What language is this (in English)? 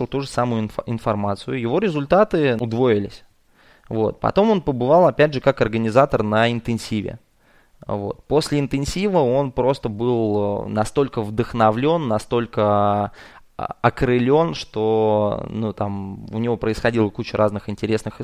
Russian